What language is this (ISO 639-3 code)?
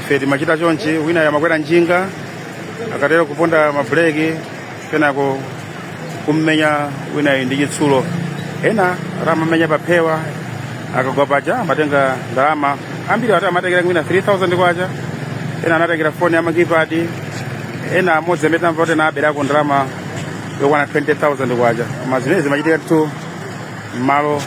nya